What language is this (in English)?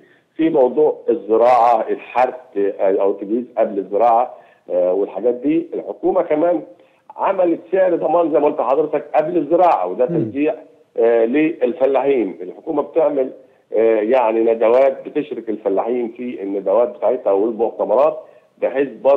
Egyptian Arabic